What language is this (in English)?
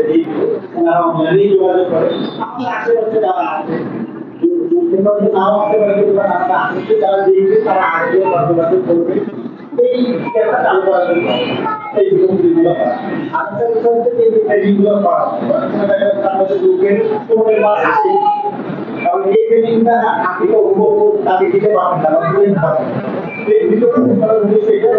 Bangla